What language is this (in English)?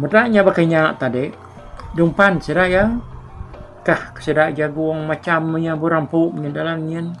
Iban